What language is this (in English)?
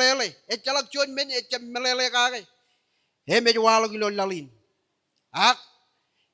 Marshallese